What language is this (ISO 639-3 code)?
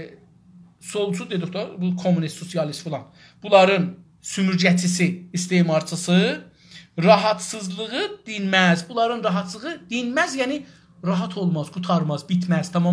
azb